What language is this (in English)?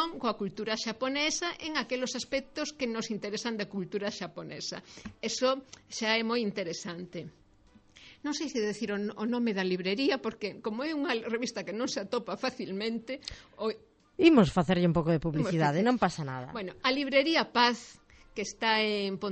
Galician